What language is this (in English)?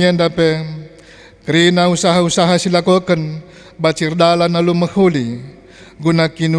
Batak Karo